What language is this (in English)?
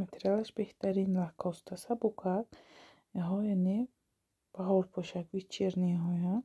Tajik